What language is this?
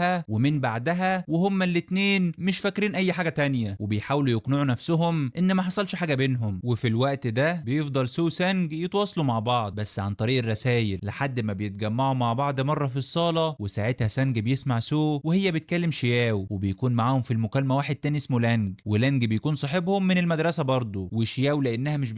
Egyptian Arabic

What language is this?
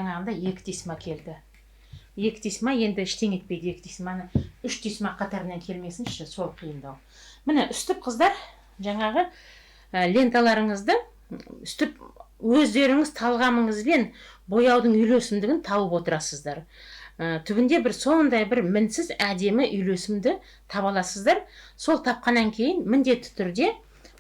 Kazakh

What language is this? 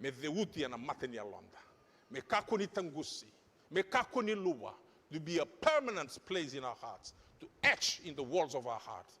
Fijian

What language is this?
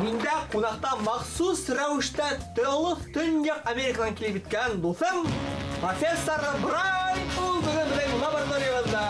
Bashkir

